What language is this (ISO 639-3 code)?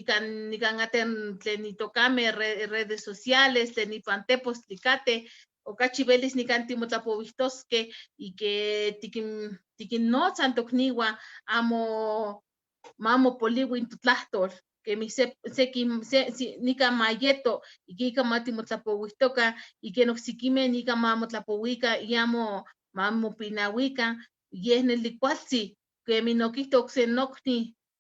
nhe